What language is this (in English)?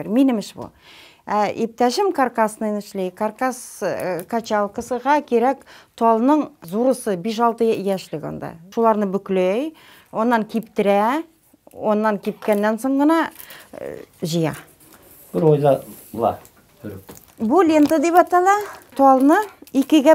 Bashkir